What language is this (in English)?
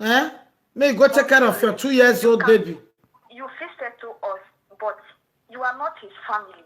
Nigerian Pidgin